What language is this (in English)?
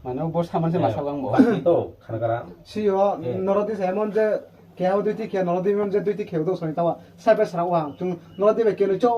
Riang (India)